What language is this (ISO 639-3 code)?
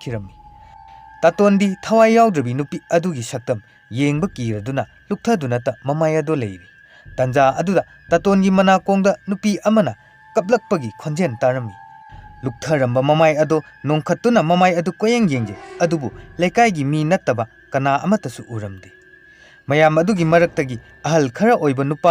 mni